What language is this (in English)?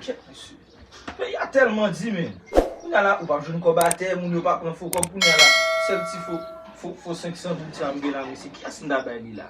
Haitian Creole